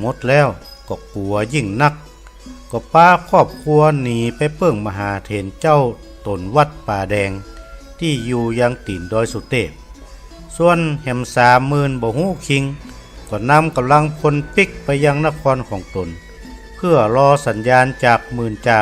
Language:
Northern Thai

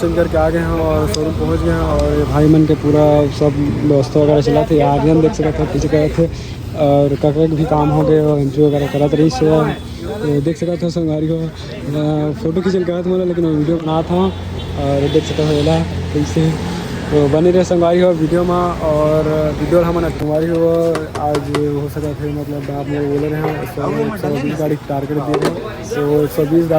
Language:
Chhattisgarhi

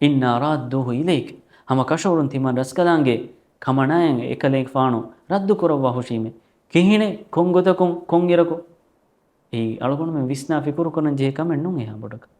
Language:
Divehi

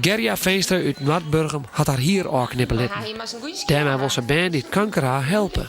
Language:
Western Frisian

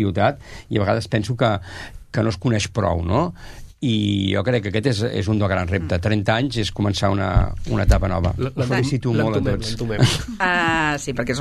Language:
Catalan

